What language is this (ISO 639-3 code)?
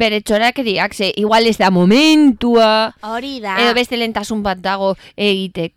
eus